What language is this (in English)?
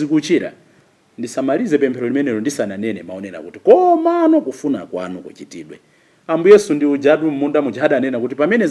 Nyanja